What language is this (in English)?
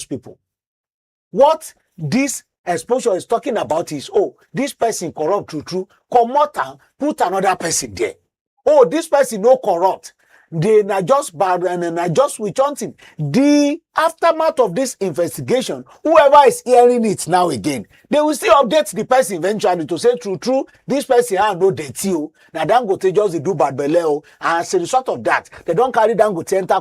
Nigerian Pidgin